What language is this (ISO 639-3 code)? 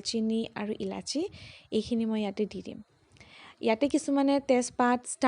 asm